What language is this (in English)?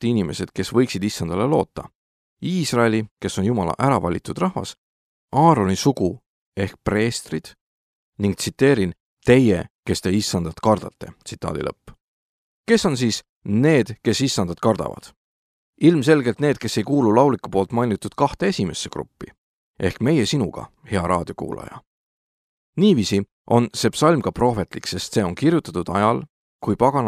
Estonian